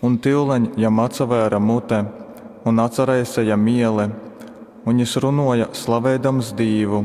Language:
Latgalian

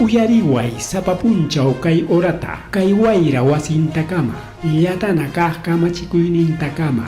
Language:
Ayacucho Quechua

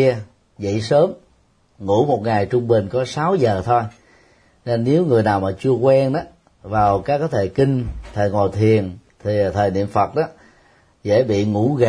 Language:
Vietnamese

